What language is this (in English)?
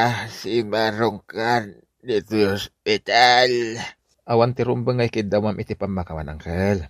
Iloko